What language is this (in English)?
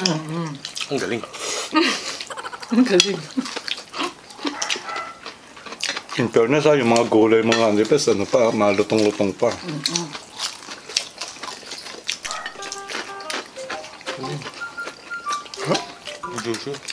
Filipino